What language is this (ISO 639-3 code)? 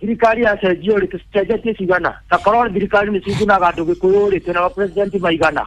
kik